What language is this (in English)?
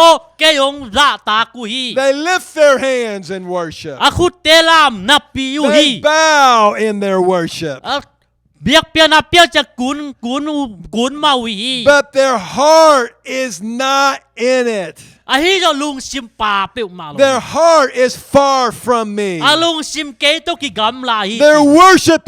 Tedim Chin